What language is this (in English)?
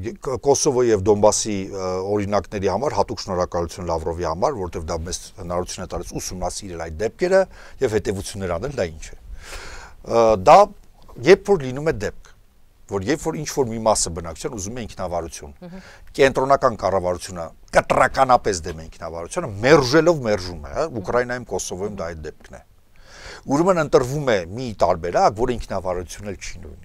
Armenian